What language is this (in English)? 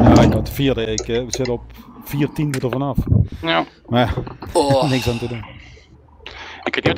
Dutch